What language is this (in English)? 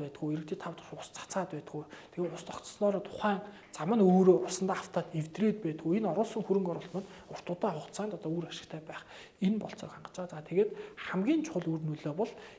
Mongolian